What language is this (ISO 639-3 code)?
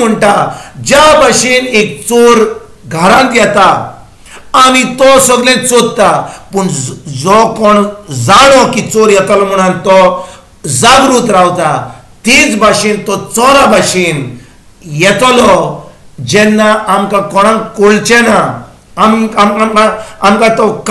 kok